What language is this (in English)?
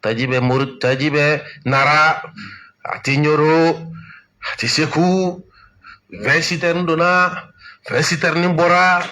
Bambara